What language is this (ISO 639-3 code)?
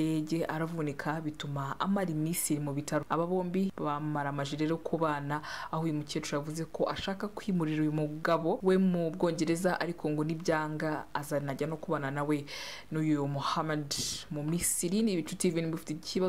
kin